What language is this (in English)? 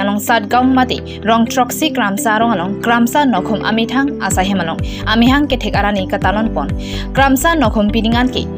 Karbi